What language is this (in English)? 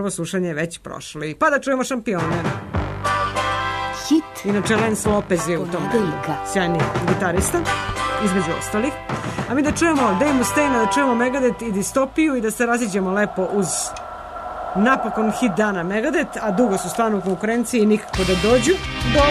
Serbian